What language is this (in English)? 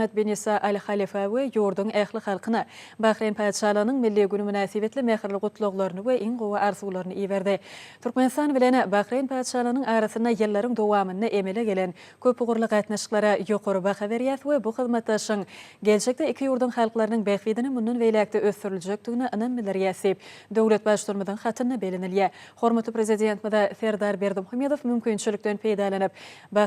Turkmen